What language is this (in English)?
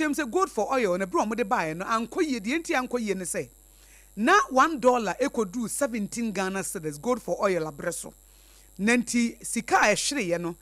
Akan